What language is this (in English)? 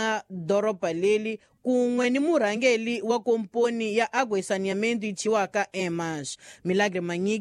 Tsonga